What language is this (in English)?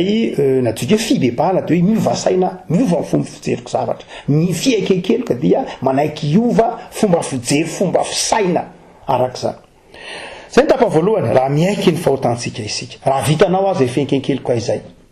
Malagasy